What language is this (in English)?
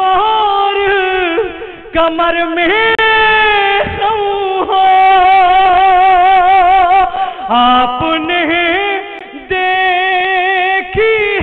Urdu